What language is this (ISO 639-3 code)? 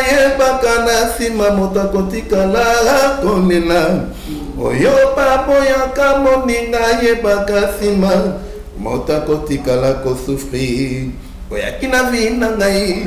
lin